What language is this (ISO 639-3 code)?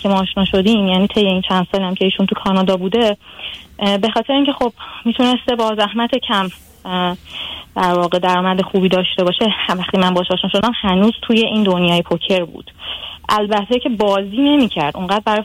fas